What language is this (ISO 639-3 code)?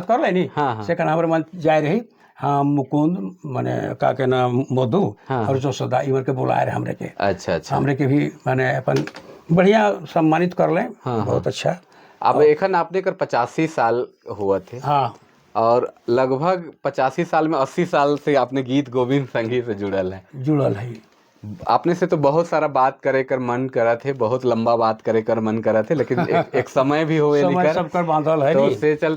sck